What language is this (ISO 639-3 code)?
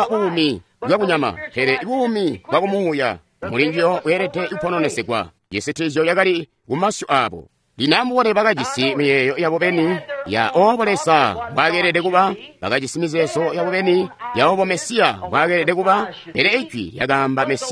toi